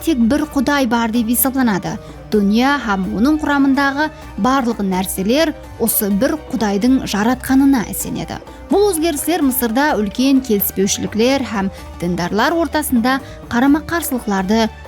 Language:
Kara-Kalpak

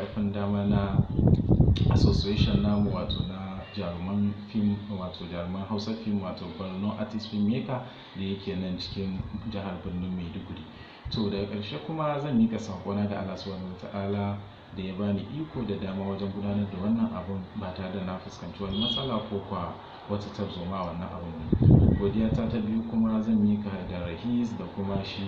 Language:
Hausa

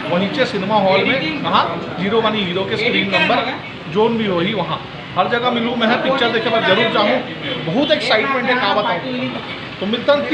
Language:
Chhattisgarhi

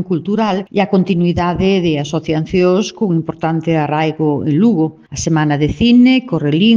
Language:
Galician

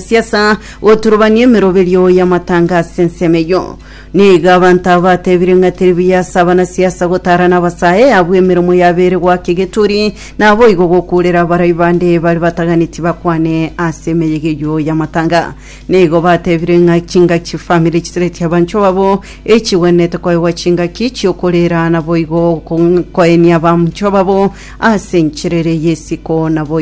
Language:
Gusii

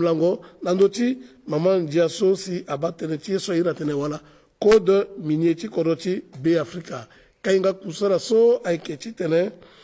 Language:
Sango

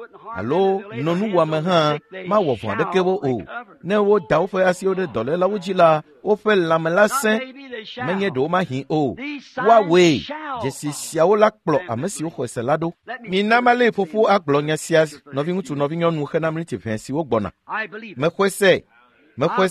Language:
Ewe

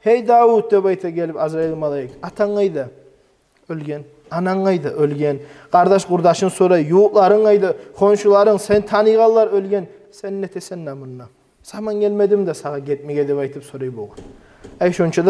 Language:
Kumyk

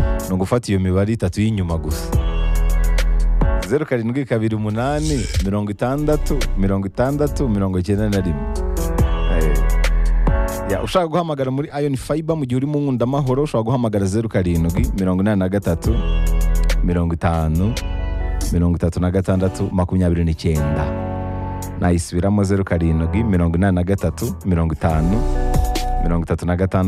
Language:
Kinyarwanda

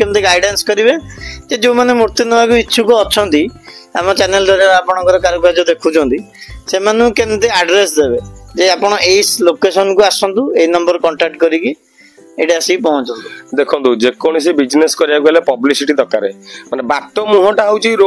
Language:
Odia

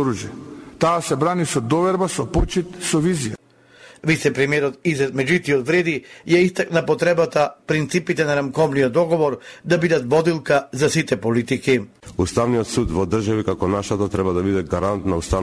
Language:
Macedonian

